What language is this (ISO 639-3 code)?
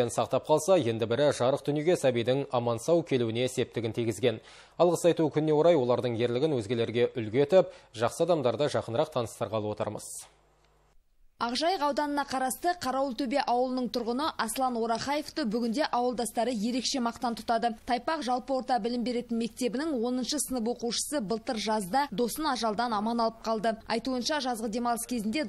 kaz